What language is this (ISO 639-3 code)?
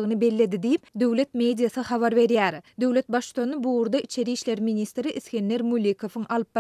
tuk